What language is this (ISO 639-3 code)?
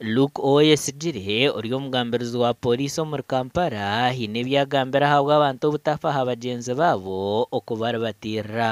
nyn